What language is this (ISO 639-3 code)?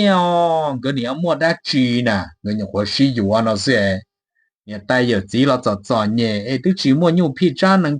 hmn